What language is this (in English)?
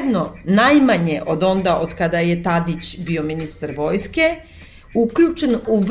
Serbian